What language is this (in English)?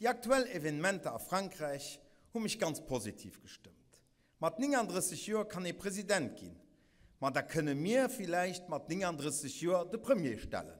Luxembourgish